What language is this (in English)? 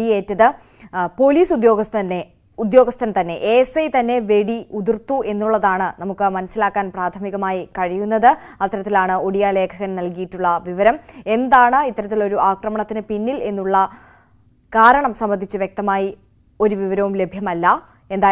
Malayalam